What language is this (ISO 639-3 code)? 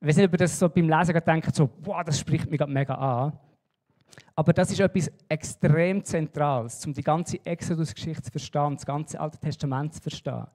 gsw